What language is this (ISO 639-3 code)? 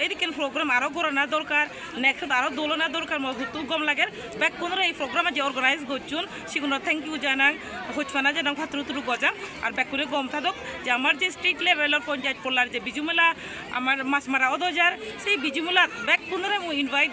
ccp